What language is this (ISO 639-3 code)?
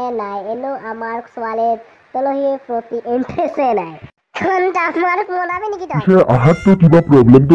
asm